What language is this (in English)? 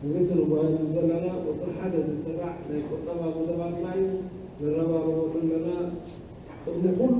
Tigrinya